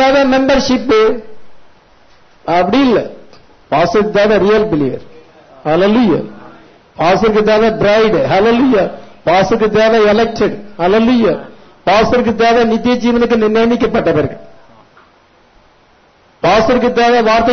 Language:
Tamil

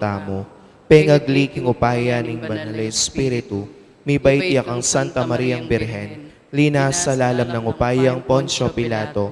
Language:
Pampanga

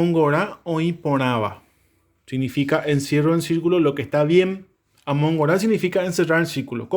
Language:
Guarani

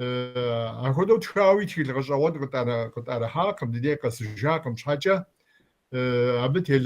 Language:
Kabardian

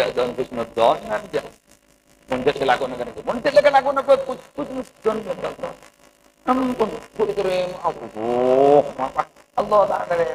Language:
Madurese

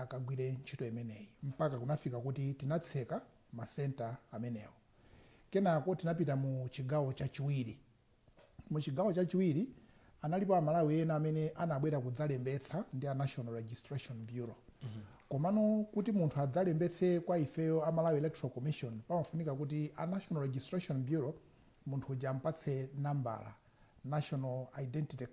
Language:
Nyanja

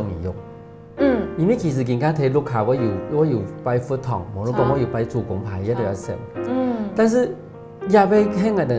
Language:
Hakka Chinese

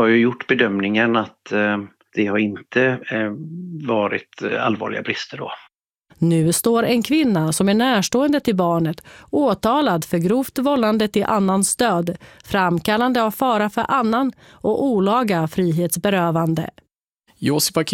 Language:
Swedish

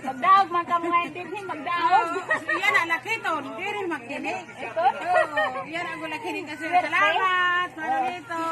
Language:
Waray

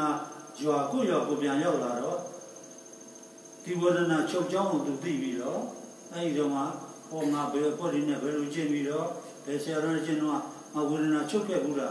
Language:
Burmese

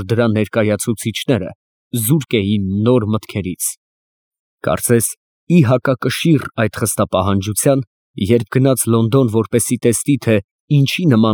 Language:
Armenian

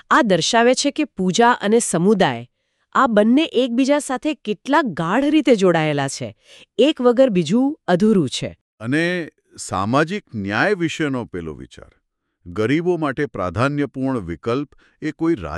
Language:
Gujarati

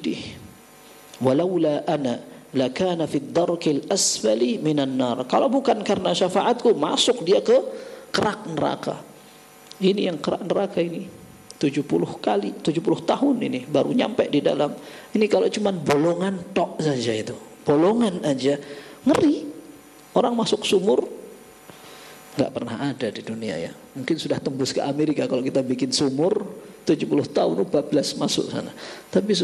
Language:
Indonesian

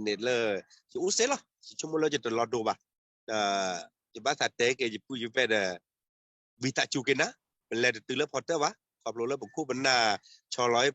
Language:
S'gaw Karen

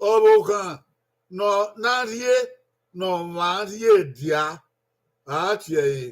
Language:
Bini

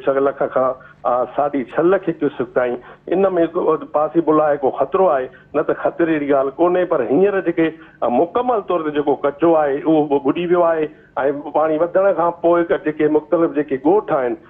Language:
Sindhi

